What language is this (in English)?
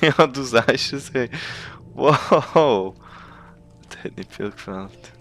Swiss German